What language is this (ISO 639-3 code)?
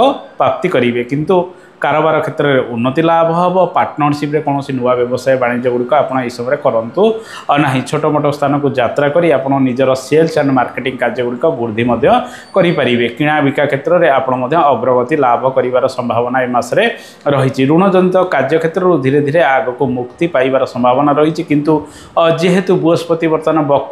ori